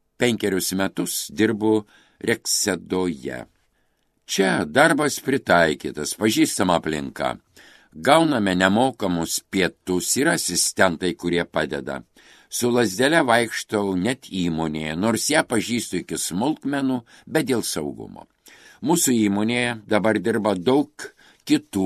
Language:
Lithuanian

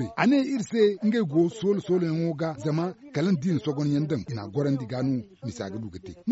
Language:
Zarma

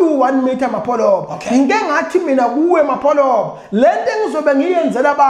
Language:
Zulu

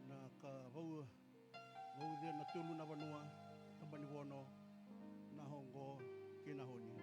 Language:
Fijian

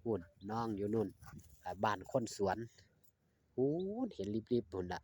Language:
Northeastern Thai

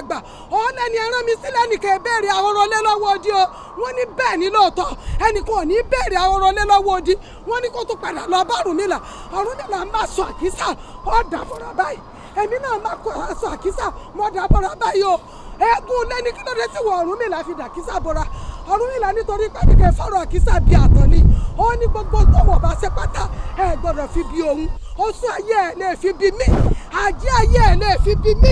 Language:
Yoruba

